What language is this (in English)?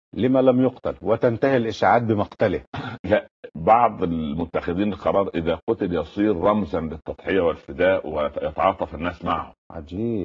Arabic